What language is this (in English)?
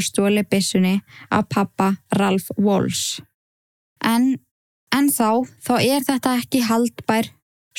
Icelandic